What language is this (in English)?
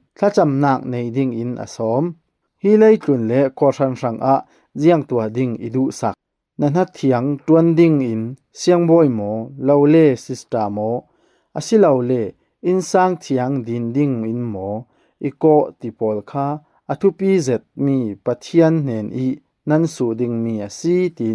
Falam Chin